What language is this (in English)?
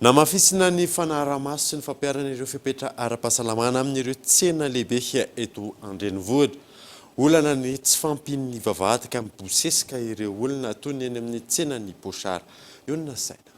Malagasy